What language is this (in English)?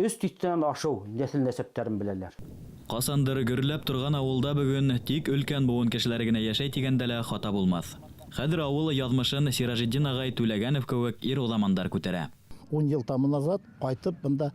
Bashkir